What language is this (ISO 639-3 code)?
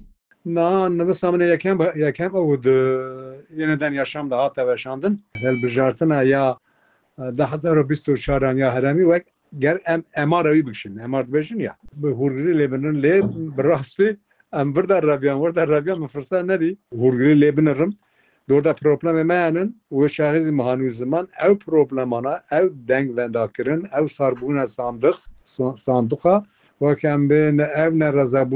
kur